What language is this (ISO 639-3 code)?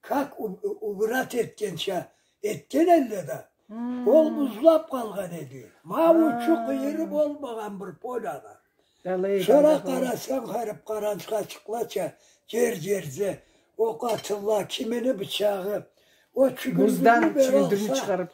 krc